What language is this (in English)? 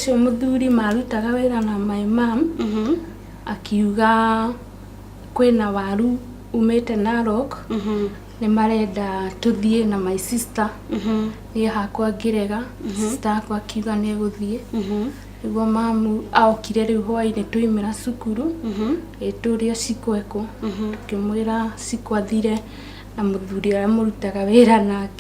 Kikuyu